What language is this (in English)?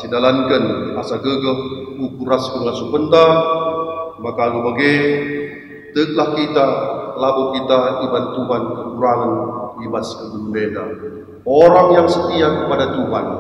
Batak Karo